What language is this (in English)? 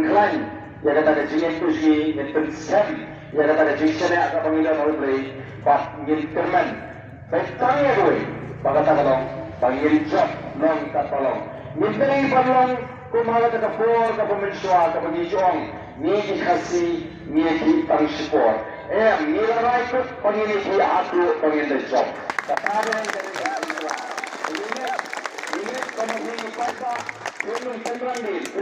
Khasi